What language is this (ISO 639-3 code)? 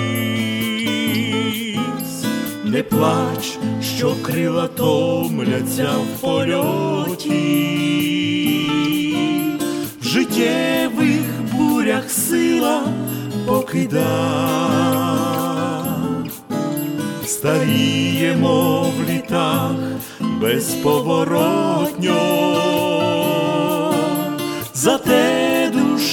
ukr